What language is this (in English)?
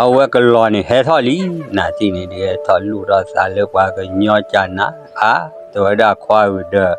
S'gaw Karen